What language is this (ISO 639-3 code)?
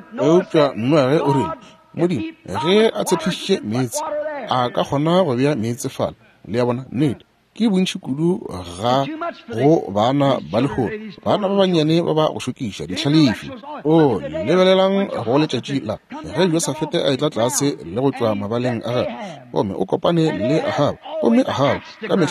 nso